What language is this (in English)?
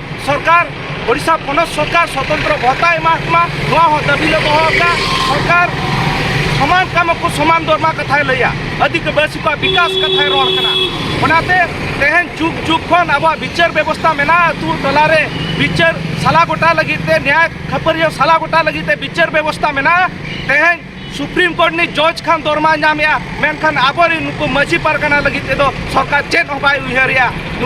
Santali